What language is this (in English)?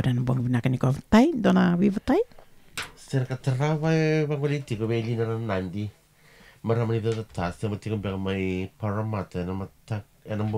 Fijian